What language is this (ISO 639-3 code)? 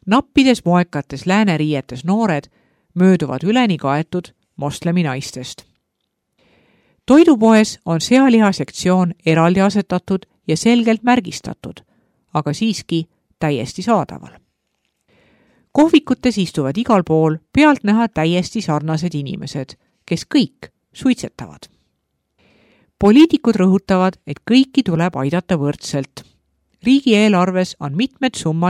est